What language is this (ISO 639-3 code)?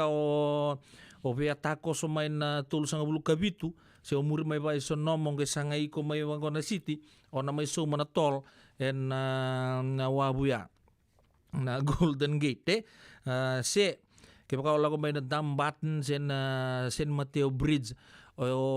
fij